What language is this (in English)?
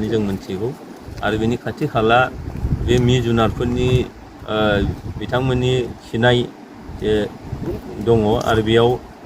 Bodo